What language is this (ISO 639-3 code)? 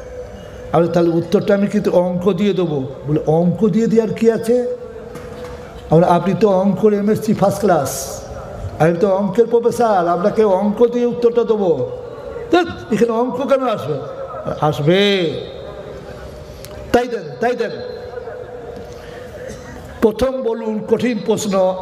ben